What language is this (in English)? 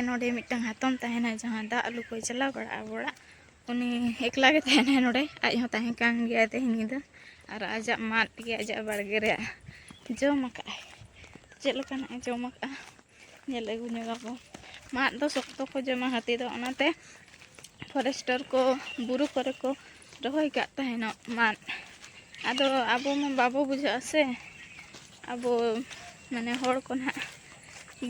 Santali